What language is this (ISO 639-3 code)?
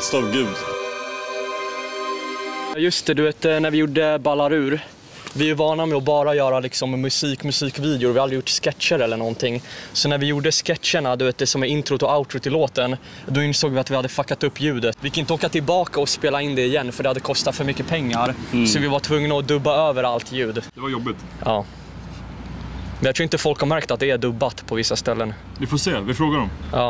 swe